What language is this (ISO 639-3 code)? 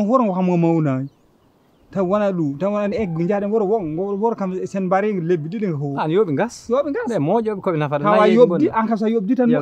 ful